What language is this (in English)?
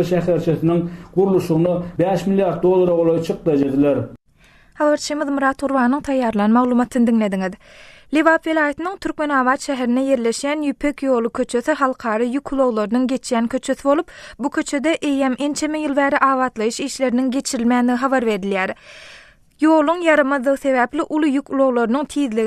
Turkmen